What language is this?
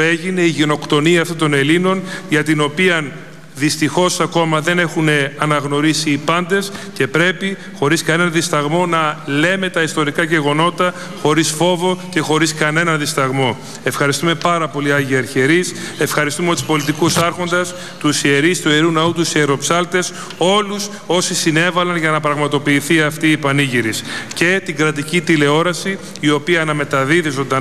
Greek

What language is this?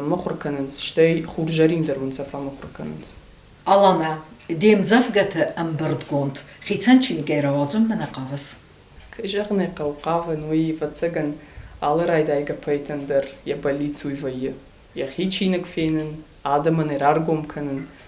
Ossetic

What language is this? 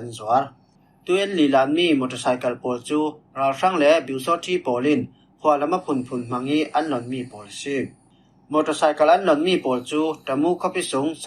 Falam Chin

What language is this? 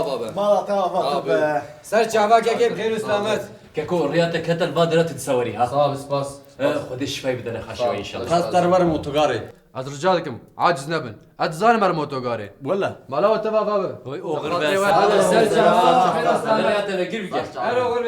Kurdish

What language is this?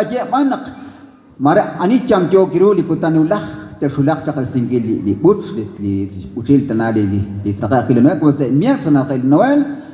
Kekchí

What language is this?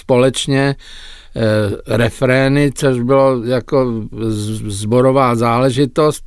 Czech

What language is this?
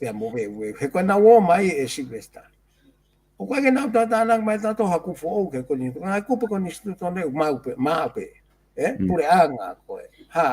Tongan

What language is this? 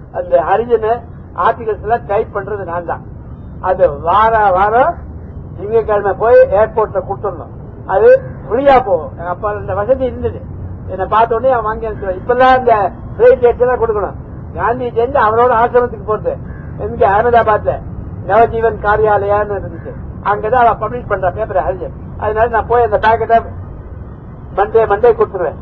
Tamil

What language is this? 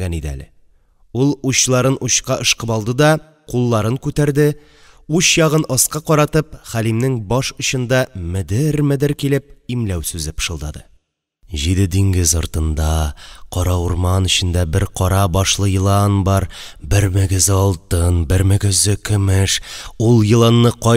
Tatar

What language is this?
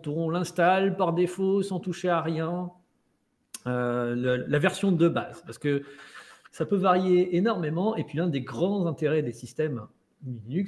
French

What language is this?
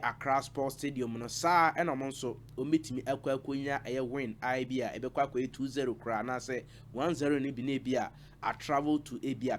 Akan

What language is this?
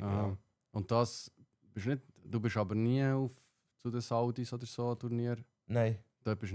Swiss German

